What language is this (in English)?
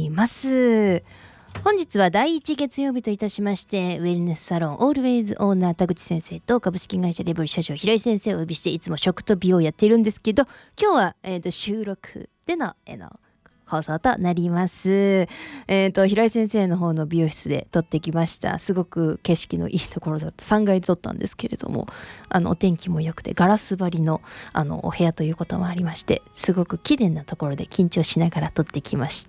Japanese